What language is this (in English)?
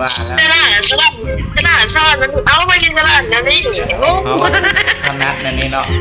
Lao